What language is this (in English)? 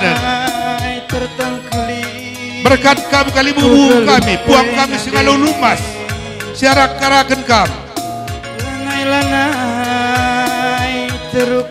Batak Karo